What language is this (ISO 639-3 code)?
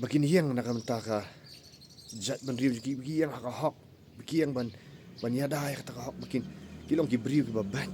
kha